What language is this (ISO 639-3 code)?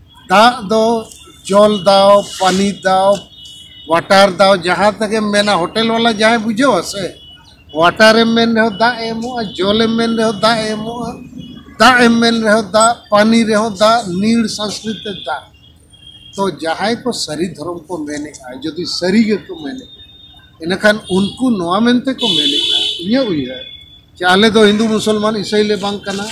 sat